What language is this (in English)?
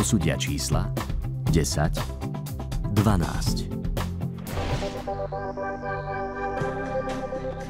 Slovak